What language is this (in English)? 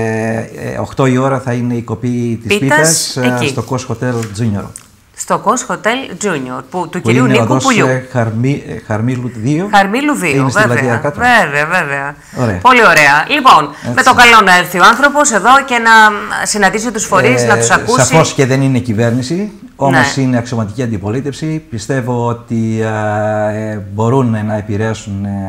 Greek